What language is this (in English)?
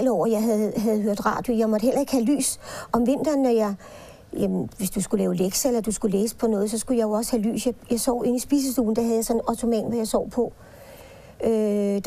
Danish